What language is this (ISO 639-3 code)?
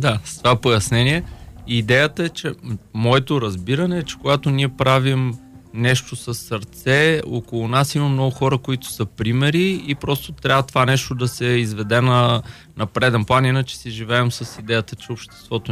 bul